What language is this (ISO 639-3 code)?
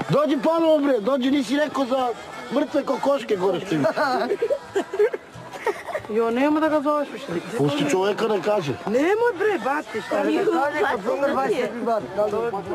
srp